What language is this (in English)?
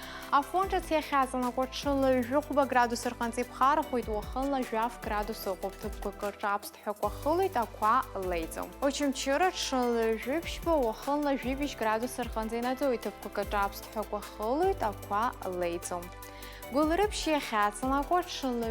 Abkhazian